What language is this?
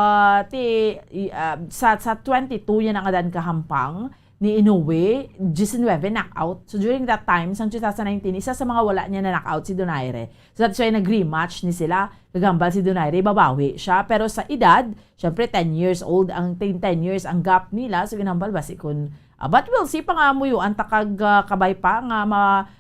Hiligaynon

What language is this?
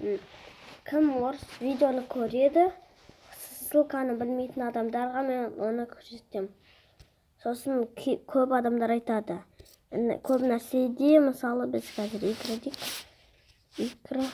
Kazakh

